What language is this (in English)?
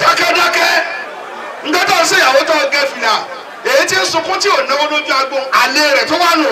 Yoruba